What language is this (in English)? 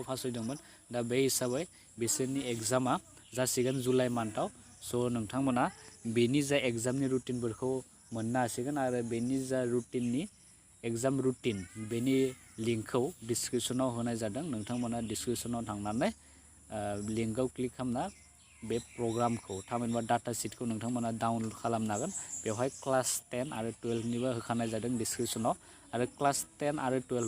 Bodo